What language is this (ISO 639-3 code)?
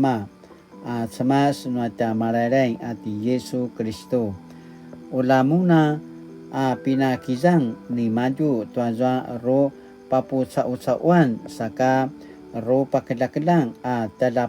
pwn